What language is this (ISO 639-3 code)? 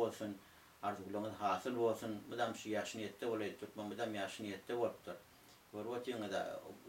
tuk